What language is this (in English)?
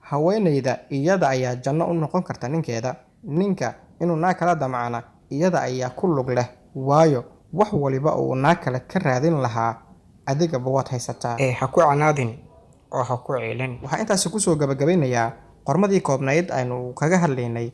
Somali